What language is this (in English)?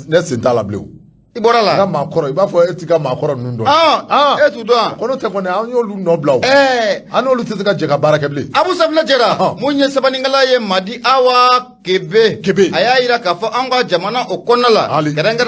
Bambara